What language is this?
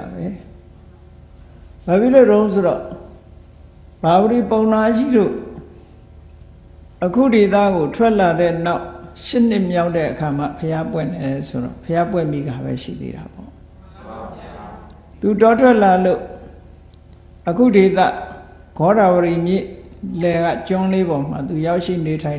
Burmese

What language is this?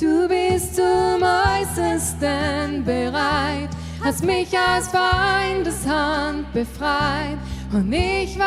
Swiss German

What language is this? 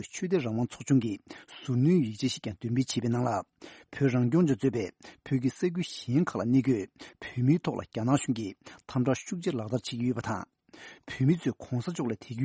Tibetan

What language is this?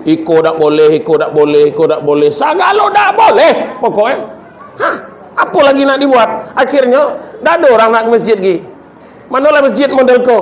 Minangkabau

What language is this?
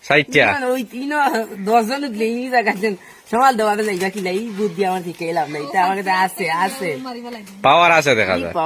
Sylheti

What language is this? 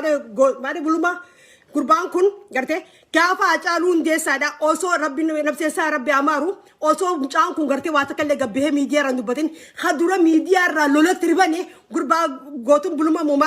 Oromo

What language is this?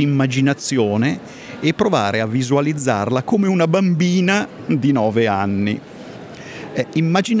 Italian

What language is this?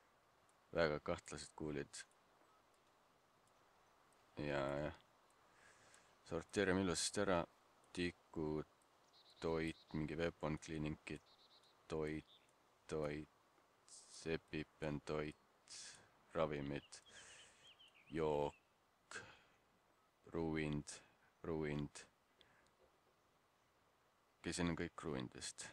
Estonian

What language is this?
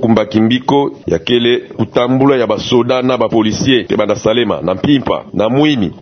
Kituba (Democratic Republic of Congo)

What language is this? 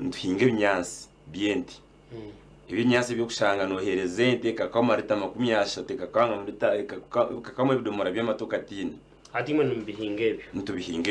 Nyankole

